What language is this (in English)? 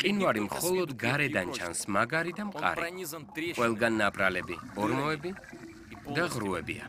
Georgian